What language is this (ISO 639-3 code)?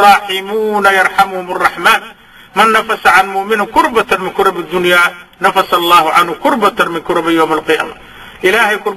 som